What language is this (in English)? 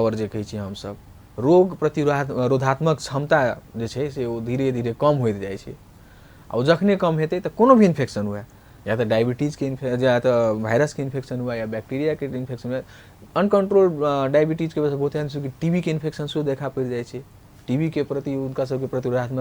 Maithili